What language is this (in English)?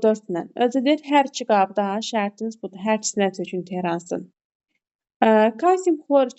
Azerbaijani